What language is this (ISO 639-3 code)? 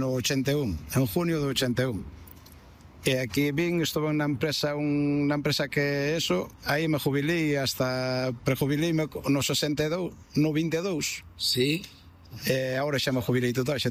glg